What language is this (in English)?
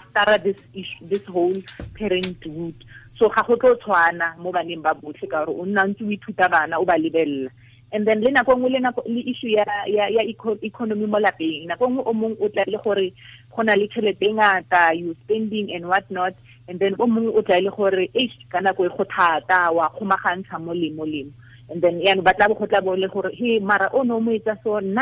Tswana